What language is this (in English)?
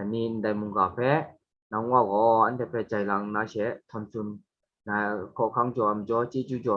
Kachin